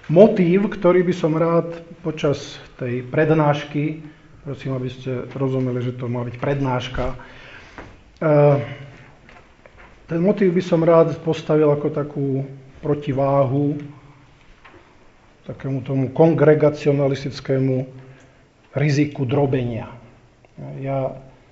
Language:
Slovak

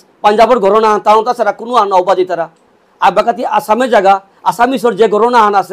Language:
Bishnupriya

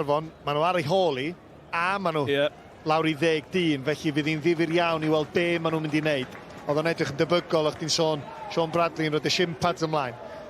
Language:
Welsh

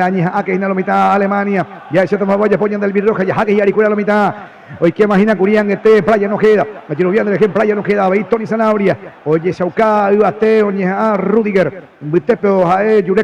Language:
Guarani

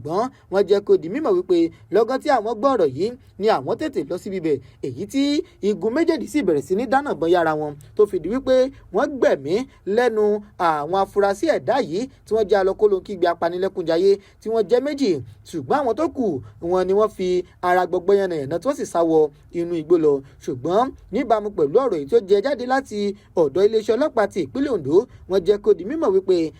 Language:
Yoruba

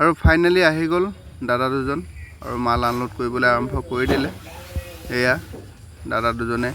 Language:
Assamese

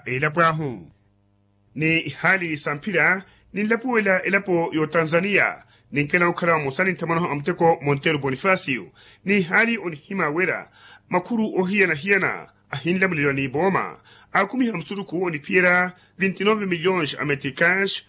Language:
Makhuwa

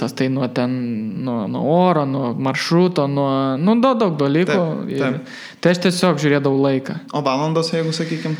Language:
Lithuanian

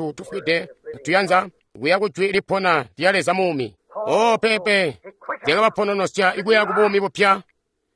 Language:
Tonga (Zambia)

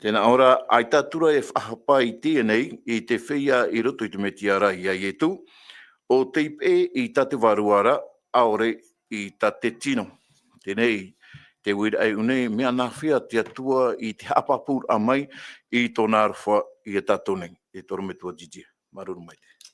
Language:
Tahitian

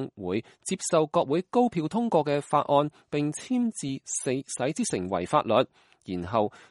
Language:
Cantonese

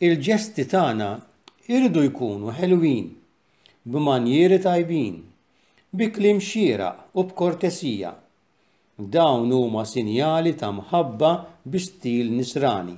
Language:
Maltese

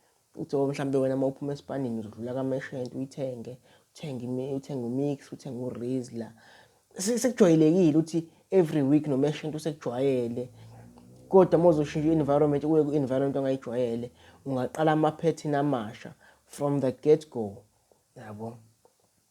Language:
Zulu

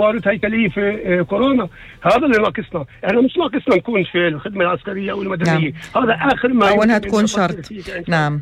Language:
North Levantine Arabic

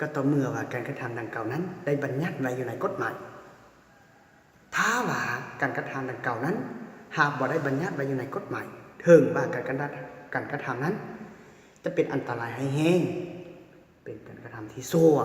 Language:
Lao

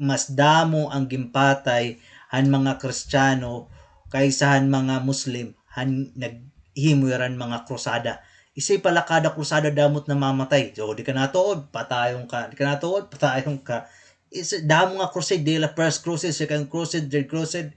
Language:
Waray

